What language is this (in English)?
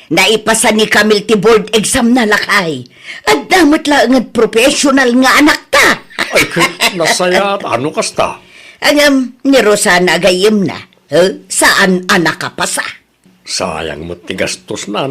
Iloko